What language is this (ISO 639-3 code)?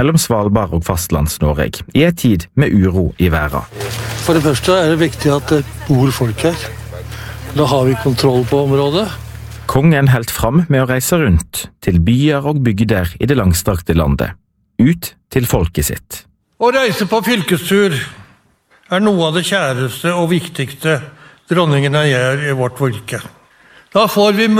nor